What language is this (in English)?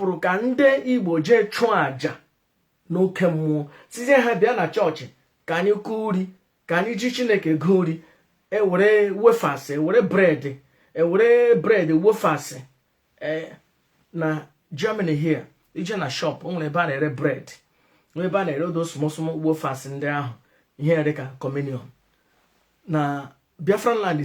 Igbo